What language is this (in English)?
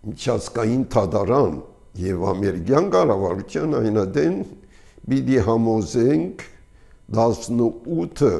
Armenian